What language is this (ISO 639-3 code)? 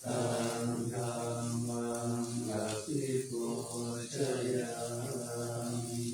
pli